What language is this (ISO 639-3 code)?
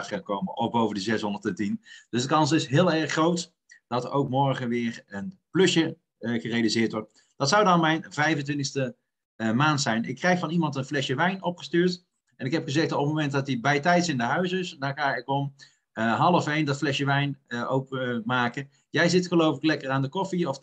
nld